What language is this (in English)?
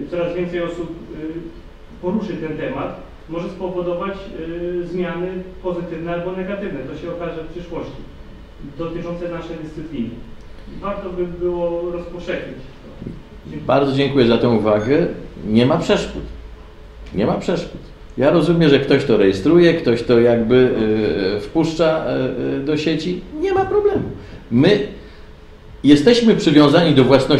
Polish